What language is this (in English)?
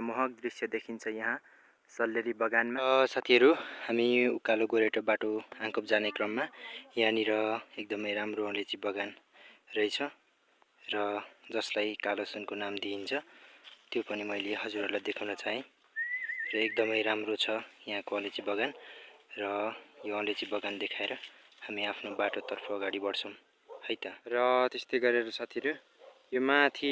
Nepali